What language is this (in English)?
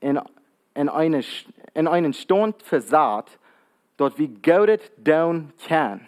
Plautdietsch